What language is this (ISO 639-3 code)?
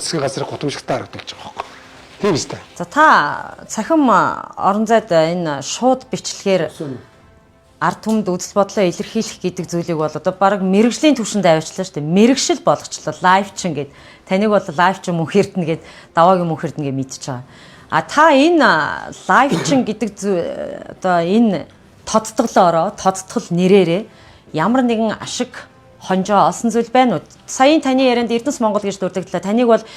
mon